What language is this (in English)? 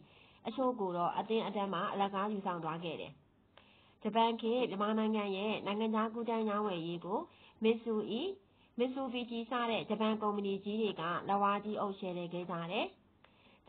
Burmese